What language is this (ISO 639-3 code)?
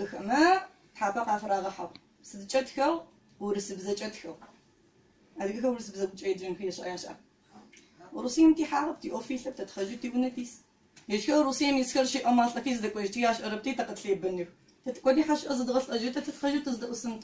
ady